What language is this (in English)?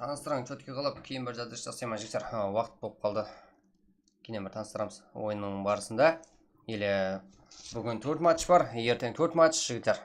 Kara-Kalpak